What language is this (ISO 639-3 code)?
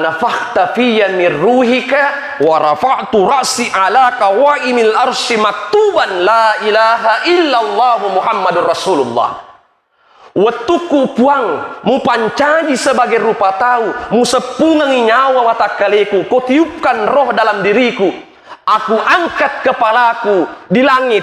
bug